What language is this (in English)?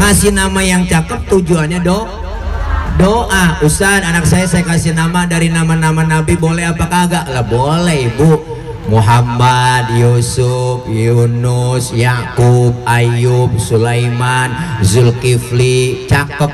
Betawi